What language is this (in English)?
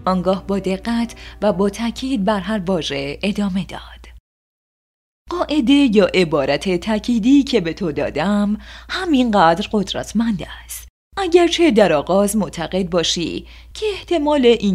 Persian